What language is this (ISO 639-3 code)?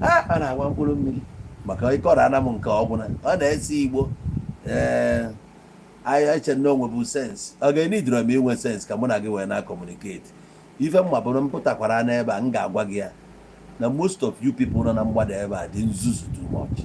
ibo